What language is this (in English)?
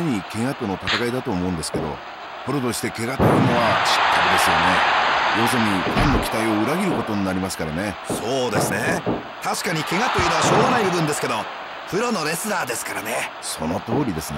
Japanese